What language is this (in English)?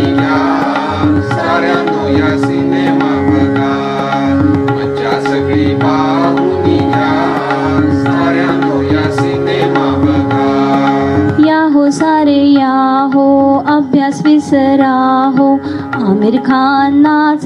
Marathi